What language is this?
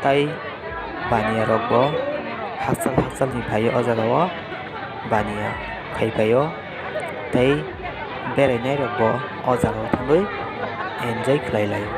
Kok Borok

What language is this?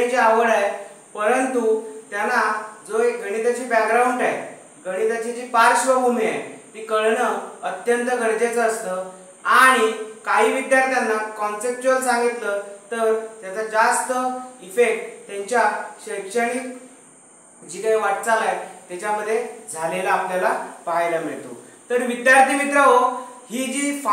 Marathi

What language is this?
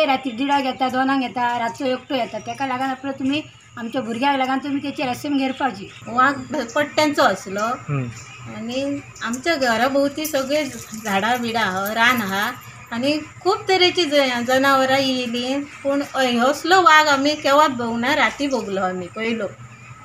Konkani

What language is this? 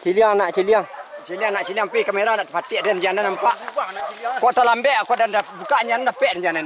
Minangkabau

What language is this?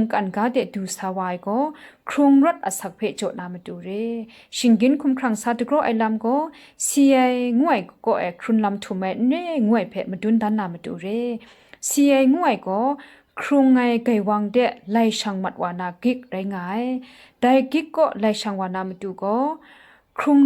Kachin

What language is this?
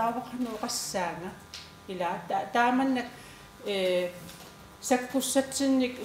Kalaallisut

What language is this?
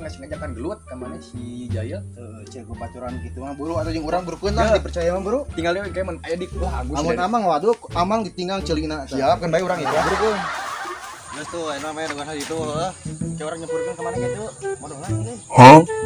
Sundanese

